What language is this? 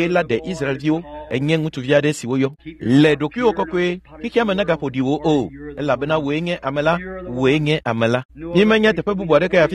Ewe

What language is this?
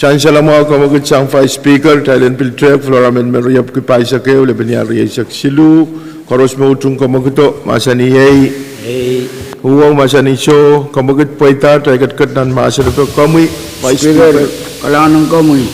Pohnpeian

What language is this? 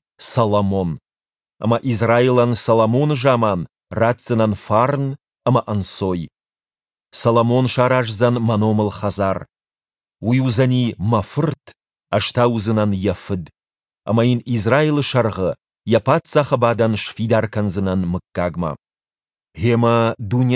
Ossetic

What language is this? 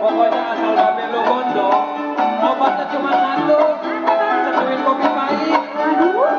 Betawi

